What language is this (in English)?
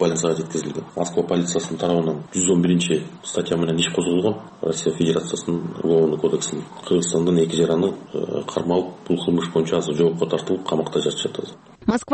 Kyrgyz